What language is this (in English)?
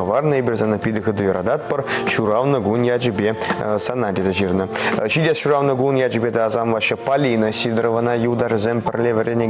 Chuvash